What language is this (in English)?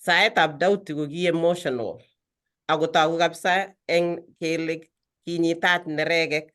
Kalenjin